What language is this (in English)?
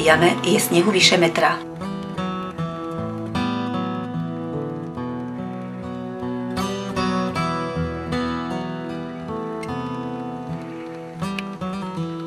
Slovak